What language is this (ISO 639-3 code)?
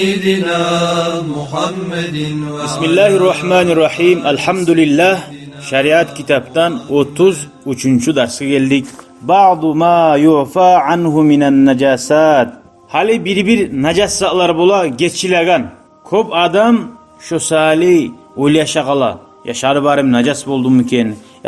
kum